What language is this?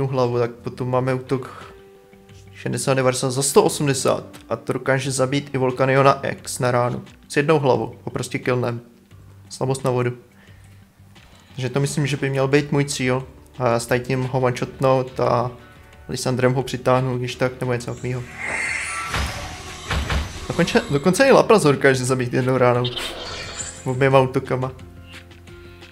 Czech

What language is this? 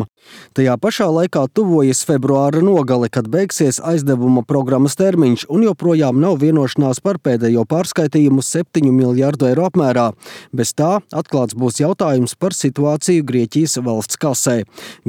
Latvian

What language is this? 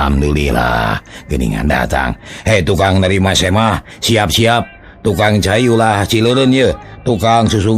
Sundanese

